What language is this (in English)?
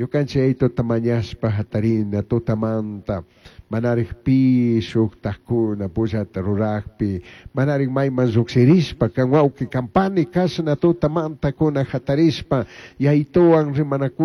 Chimborazo Highland Quichua